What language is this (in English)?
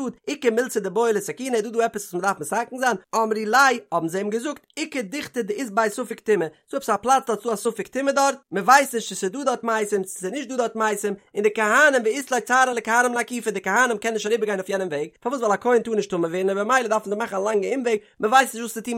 Yiddish